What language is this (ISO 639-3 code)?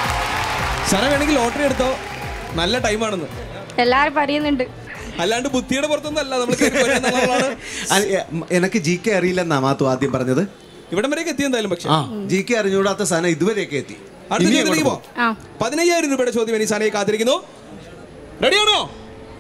mal